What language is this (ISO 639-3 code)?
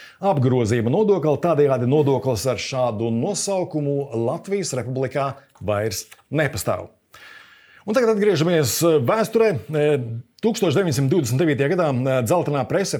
lav